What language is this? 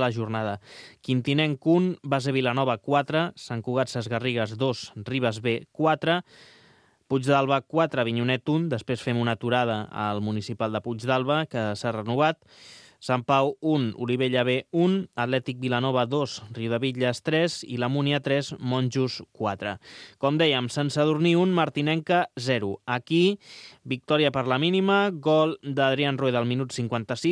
Catalan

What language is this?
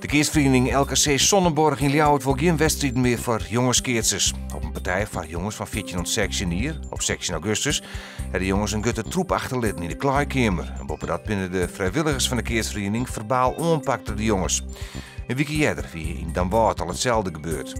Western Frisian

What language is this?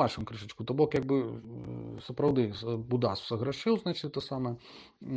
Belarusian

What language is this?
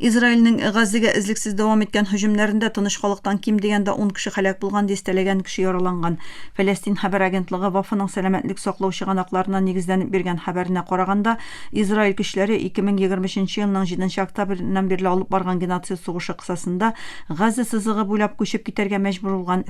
Tatar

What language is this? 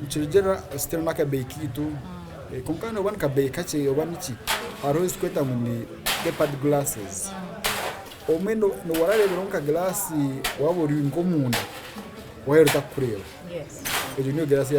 Nyankole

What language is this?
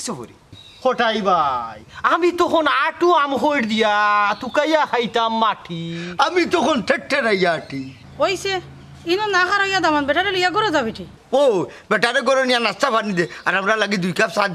Sylheti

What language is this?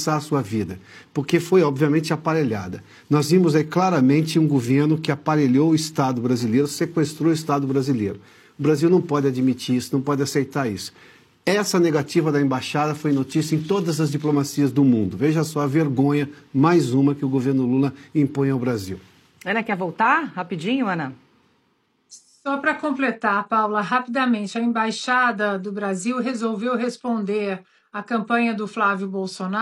Portuguese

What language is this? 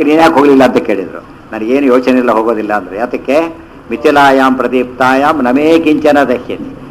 Kannada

